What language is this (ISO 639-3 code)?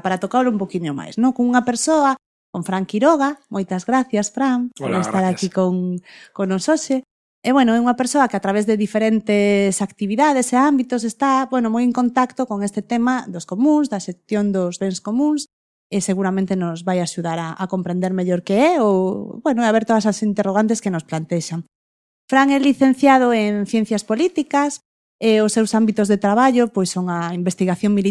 glg